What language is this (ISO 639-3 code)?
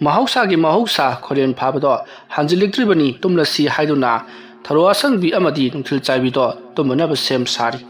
mni